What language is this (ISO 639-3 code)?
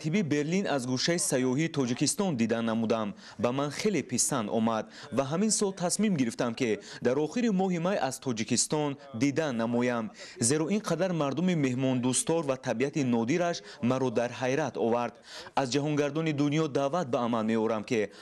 tgk